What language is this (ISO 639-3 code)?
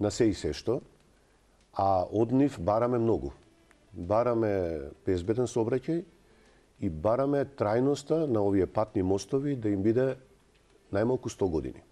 mkd